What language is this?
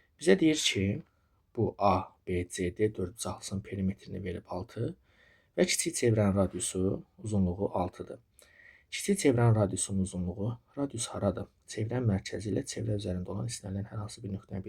Azerbaijani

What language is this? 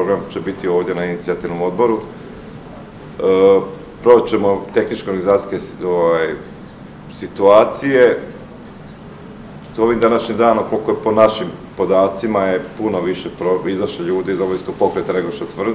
Croatian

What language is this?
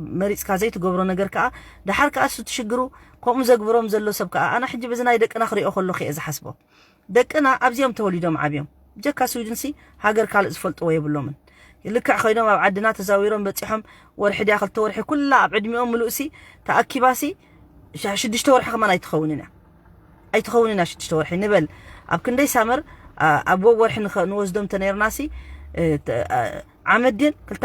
Tigrinya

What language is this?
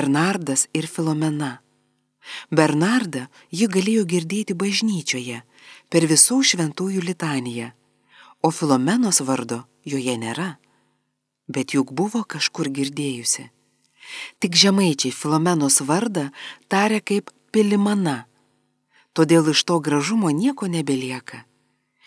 Lithuanian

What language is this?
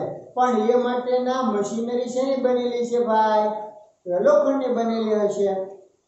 Gujarati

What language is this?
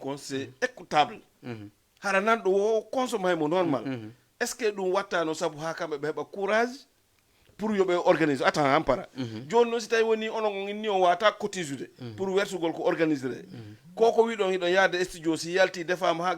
Fula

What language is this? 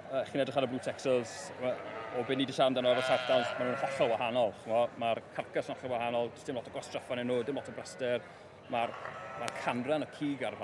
Welsh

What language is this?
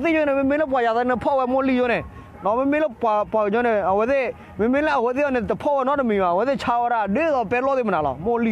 S'gaw Karen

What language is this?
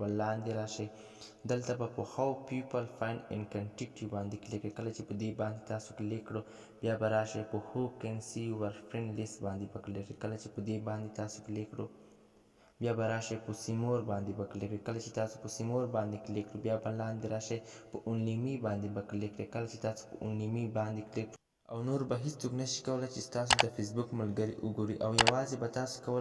Pashto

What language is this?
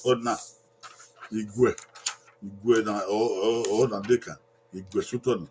Bini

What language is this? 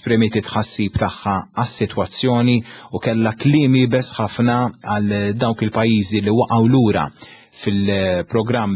Maltese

